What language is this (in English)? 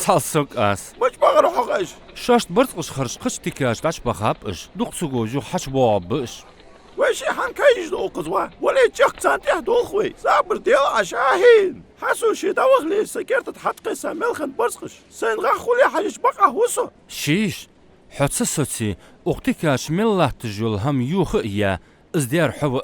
Ingush